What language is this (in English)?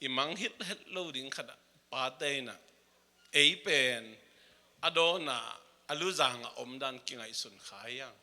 Tedim Chin